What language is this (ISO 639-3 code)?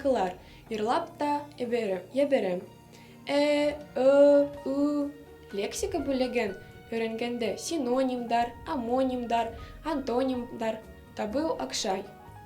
bak